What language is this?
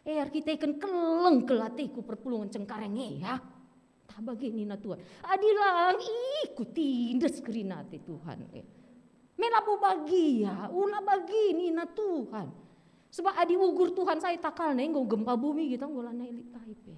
Batak Karo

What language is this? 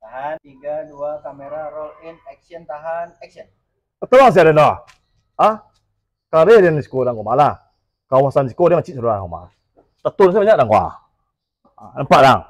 Minangkabau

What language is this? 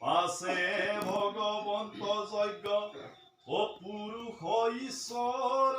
Assamese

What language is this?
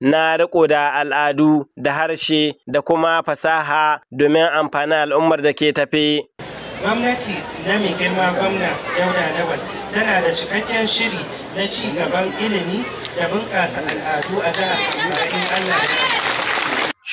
Hausa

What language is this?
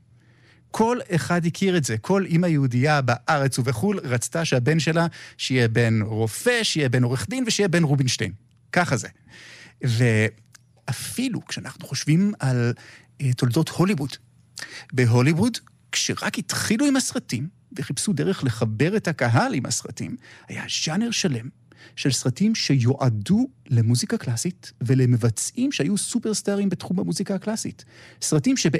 Hebrew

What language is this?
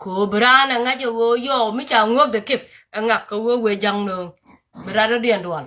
Nuer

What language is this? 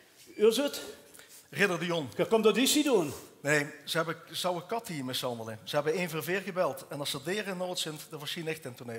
Limburgish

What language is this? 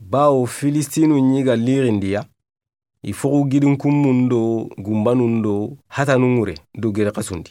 Soninke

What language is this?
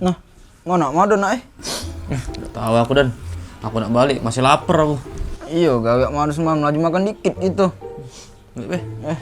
Musi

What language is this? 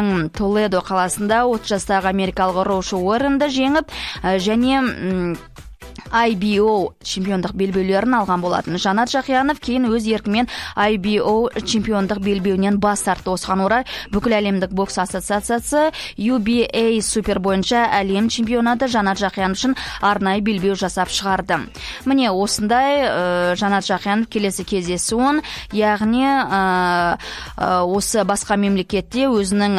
Kazakh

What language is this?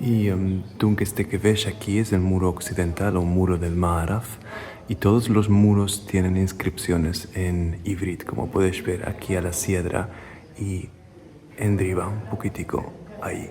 Ladino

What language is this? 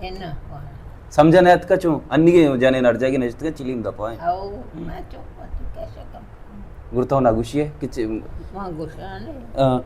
Baluchi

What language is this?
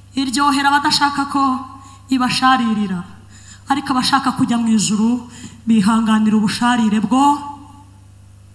Kinyarwanda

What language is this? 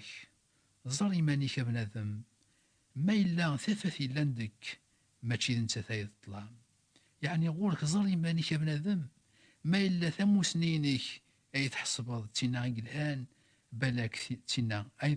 Kabyle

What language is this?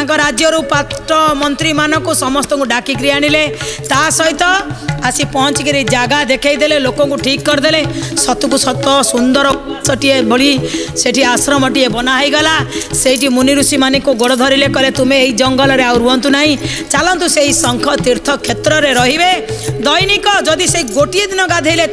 Odia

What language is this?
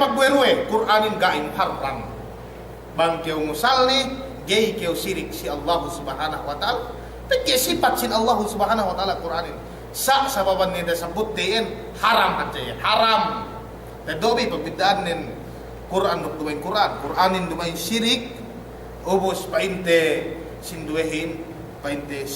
Yakan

